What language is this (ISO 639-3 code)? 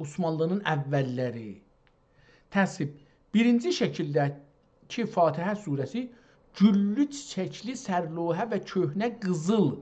azb